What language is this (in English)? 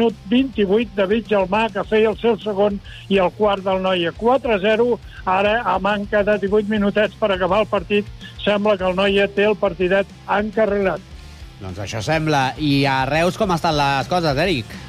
Catalan